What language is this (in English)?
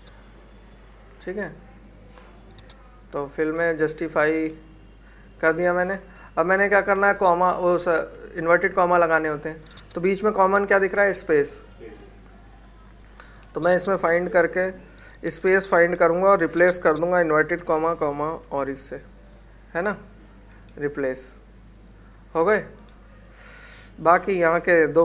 Hindi